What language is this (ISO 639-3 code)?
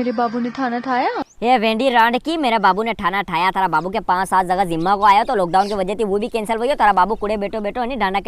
raj